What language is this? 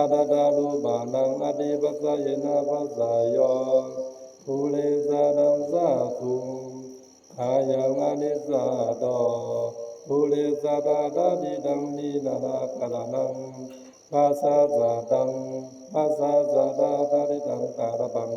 Pali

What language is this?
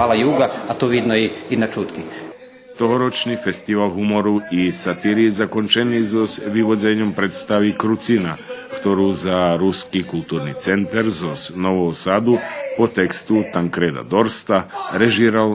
Rusyn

